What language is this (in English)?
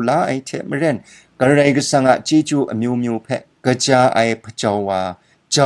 Kachin